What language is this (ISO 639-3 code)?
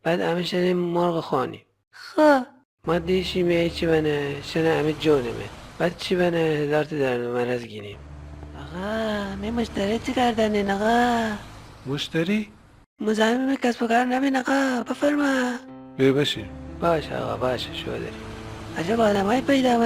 glk